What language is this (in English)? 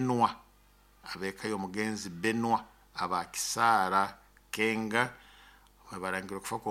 Nyoro